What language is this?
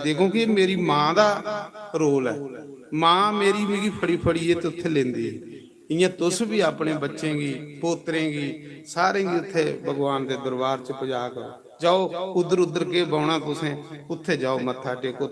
Dogri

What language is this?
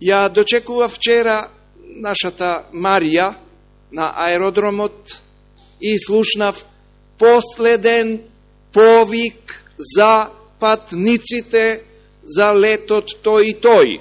Macedonian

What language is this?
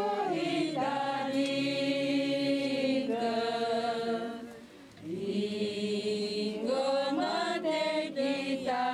Batak Karo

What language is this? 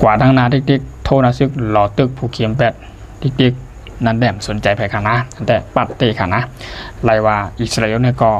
Shan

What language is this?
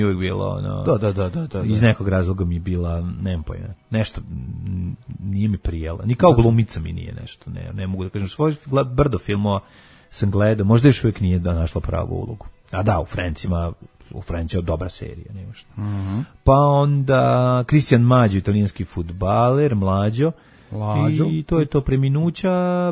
Serbian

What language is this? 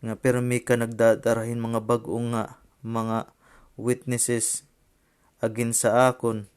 Waray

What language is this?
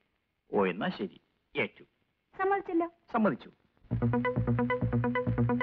Malayalam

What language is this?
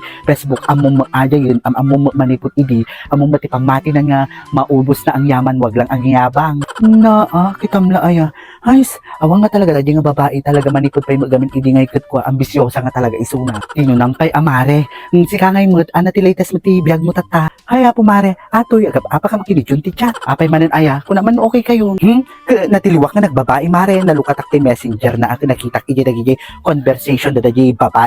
Iloko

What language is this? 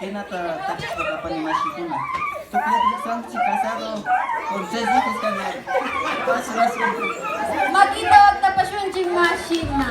Imbabura Highland Quichua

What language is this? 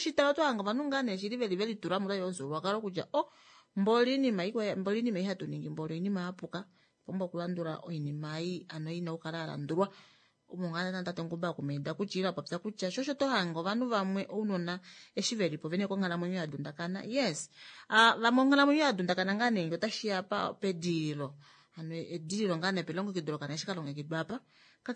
Kuanyama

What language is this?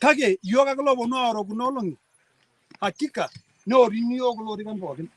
Masai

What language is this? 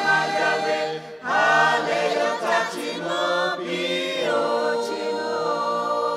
Lahu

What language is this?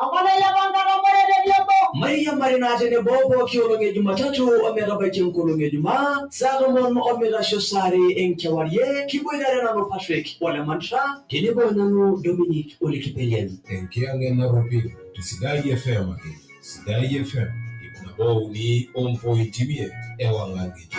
Masai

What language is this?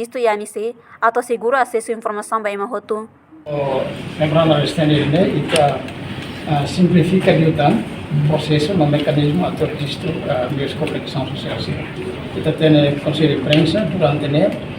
Tetum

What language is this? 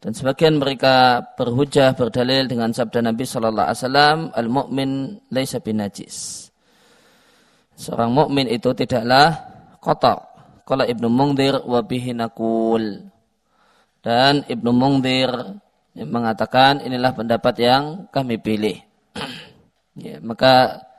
Indonesian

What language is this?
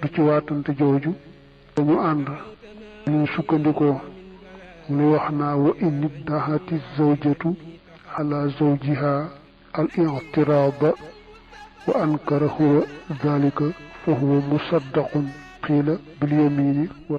Wolof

